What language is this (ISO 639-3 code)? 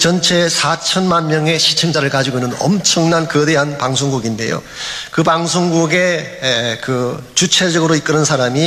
kor